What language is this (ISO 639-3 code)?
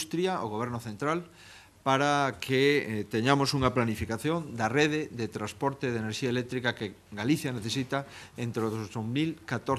glg